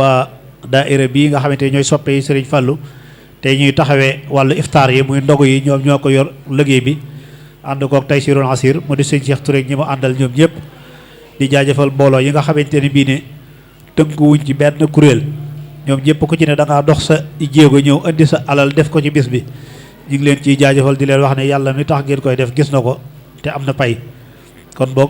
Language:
Wolof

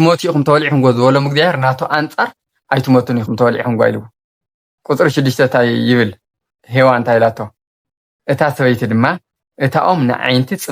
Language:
Tigrinya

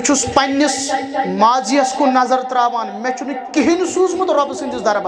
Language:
Kashmiri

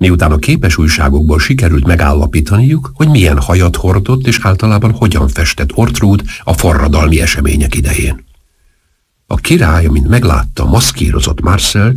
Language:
Hungarian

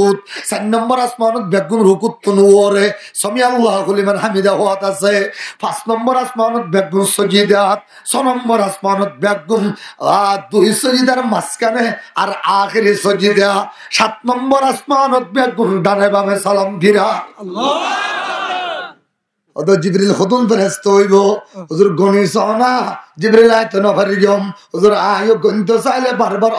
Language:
Rohingya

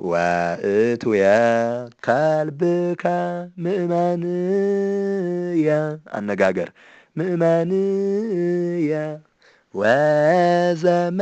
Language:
Amharic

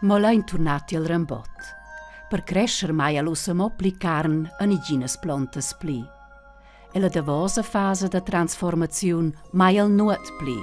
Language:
Romansh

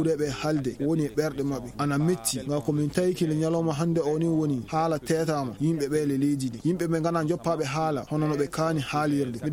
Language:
Fula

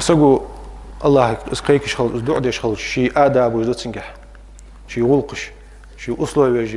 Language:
Ingush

